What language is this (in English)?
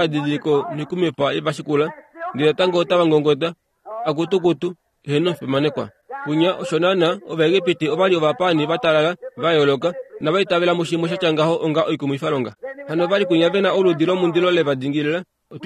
Kuanyama